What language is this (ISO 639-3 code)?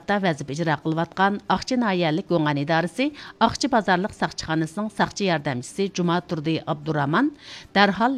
uig